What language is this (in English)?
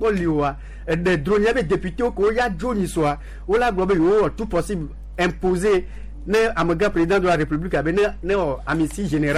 Gen